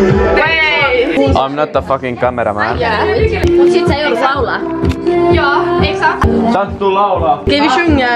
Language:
Swedish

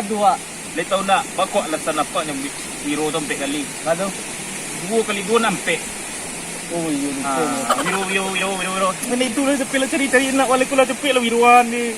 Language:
Minangkabau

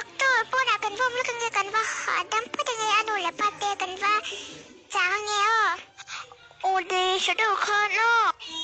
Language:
Mizo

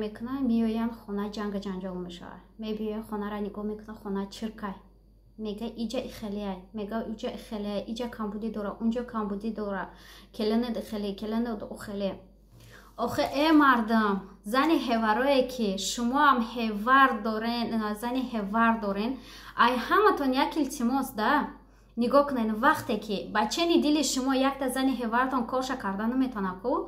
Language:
Tajik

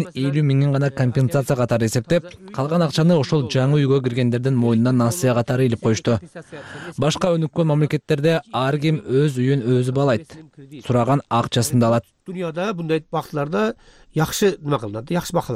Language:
Kyrgyz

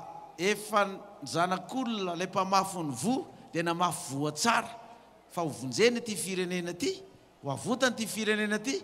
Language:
Malagasy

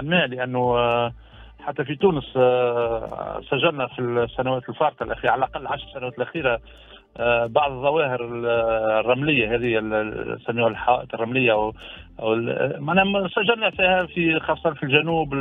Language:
Tunisian Arabic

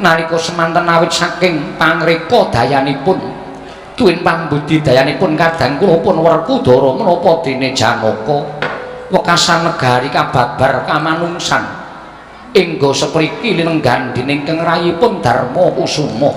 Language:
Javanese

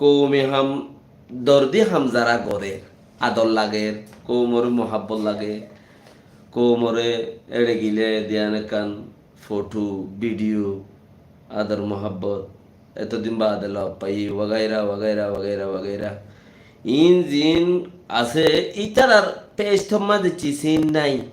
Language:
Rohingya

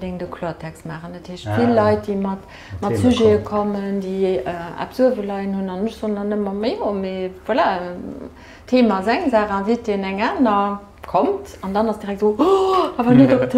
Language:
Luxembourgish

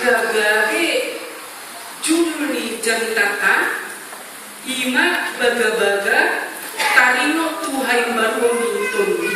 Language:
Batak Toba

